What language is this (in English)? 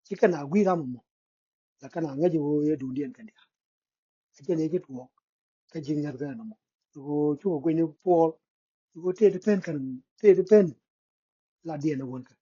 Nuer